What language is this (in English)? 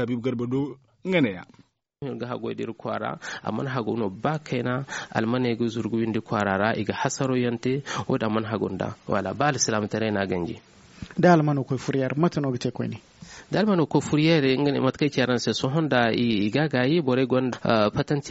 Zarma